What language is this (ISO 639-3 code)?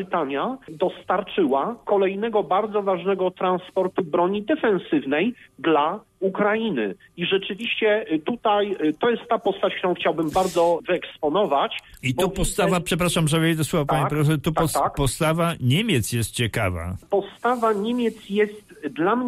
pol